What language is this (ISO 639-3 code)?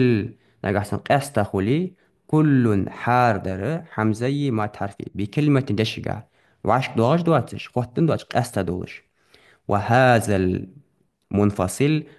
inh